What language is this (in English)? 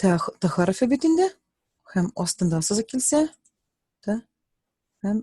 Tatar